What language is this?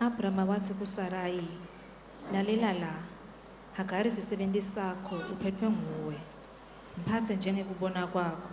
Swati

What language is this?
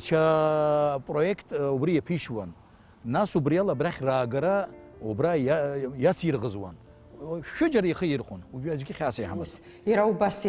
Abkhazian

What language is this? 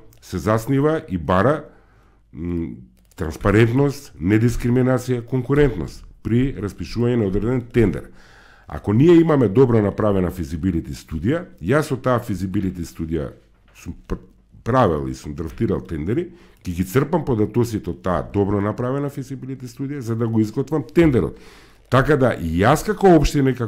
Macedonian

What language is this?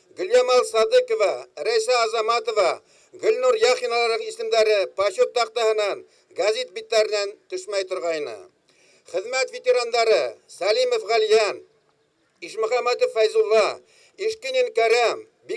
Bashkir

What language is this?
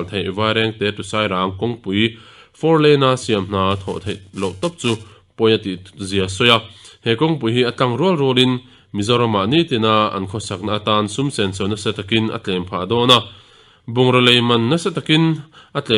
Mizo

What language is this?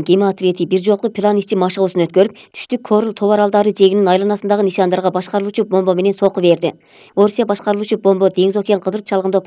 Kyrgyz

